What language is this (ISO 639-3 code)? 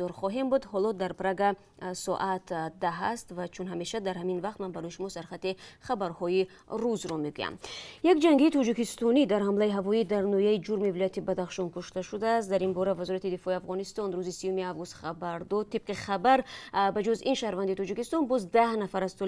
tgk